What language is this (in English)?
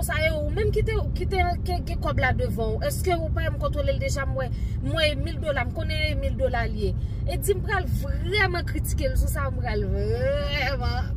Haitian Creole